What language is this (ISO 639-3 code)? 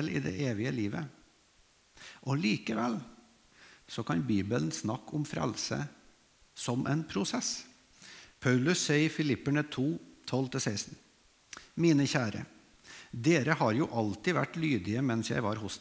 nor